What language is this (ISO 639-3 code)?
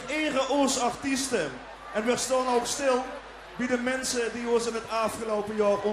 lim